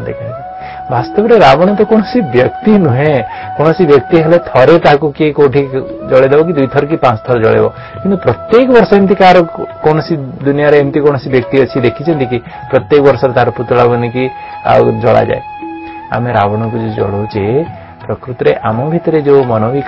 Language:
Odia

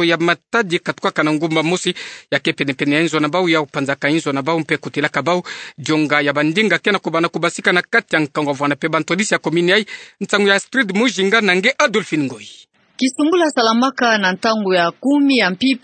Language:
Kituba (Democratic Republic of Congo)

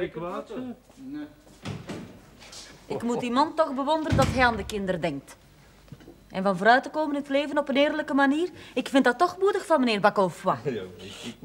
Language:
Dutch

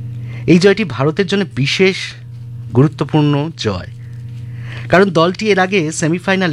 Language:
Bangla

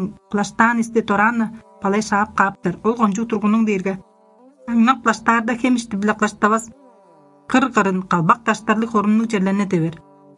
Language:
Tuvinian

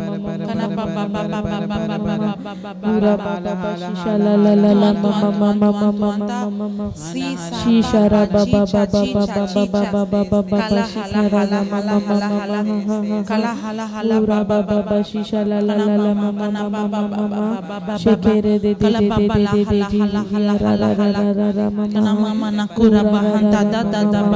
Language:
Tem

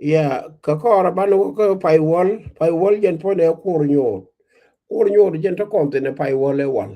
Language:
Nuer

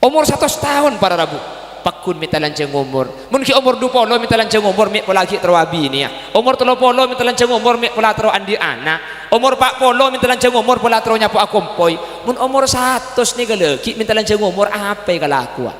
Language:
Madurese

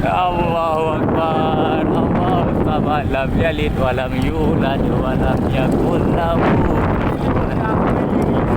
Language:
Achinese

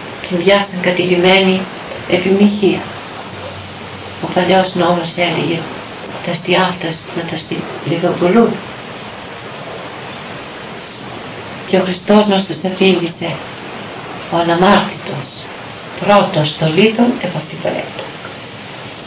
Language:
Greek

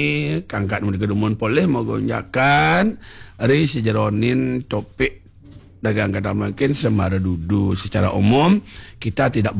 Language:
Balinese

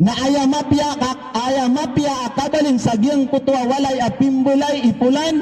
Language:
Maranao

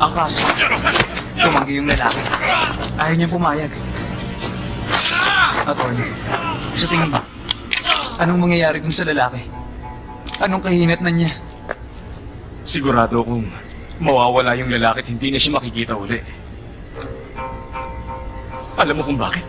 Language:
Filipino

